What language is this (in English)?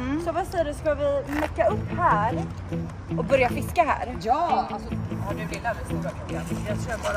Swedish